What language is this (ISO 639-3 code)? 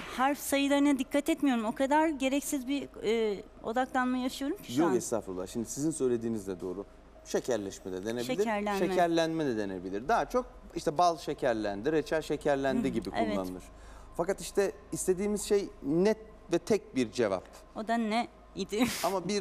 tur